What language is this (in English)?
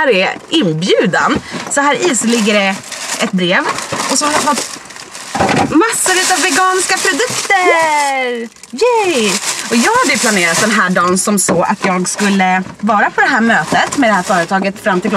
Swedish